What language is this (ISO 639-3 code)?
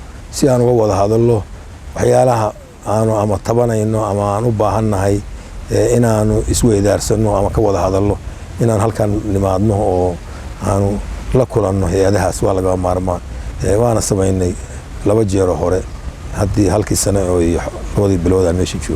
som